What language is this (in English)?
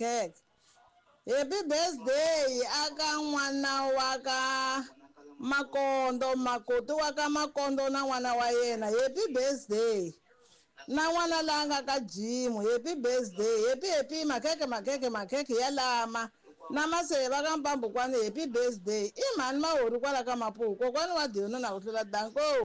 Tsonga